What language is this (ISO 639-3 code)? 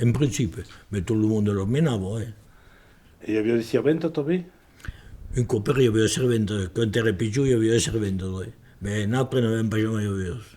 oci